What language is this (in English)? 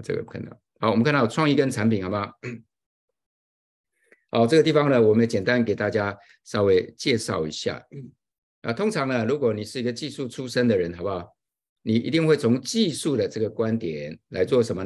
Chinese